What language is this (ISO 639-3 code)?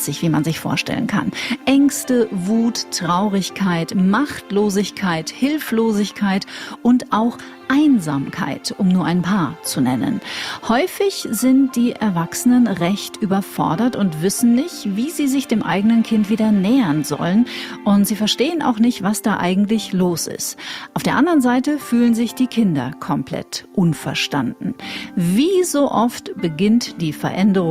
deu